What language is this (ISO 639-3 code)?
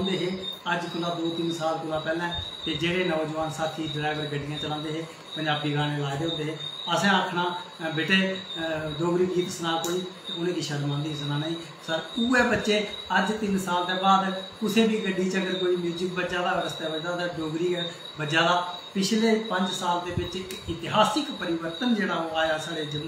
doi